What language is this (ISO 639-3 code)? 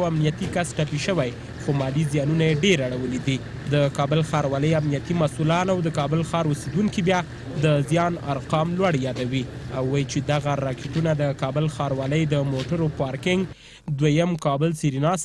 pus